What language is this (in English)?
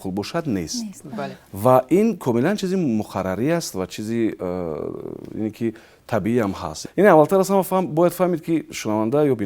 Tajik